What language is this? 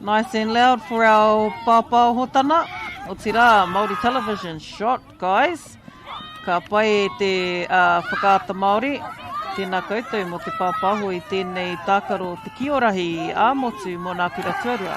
Māori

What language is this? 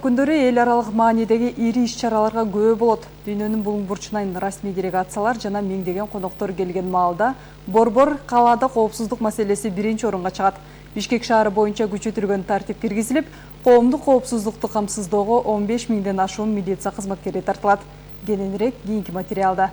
Kyrgyz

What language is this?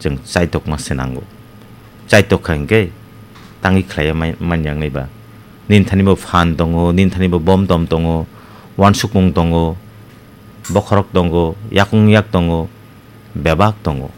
Kok Borok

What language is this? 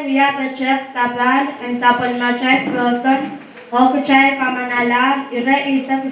Pohnpeian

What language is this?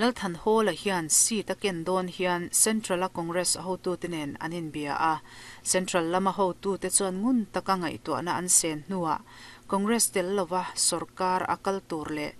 Mizo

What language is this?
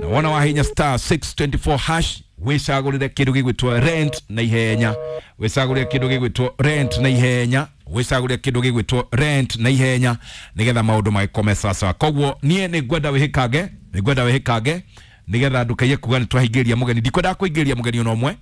Kikuyu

